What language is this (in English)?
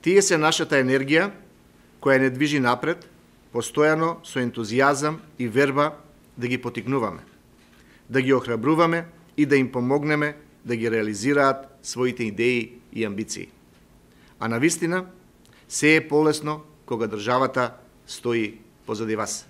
Macedonian